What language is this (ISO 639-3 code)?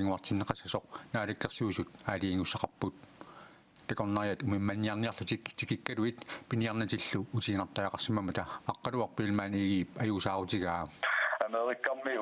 kal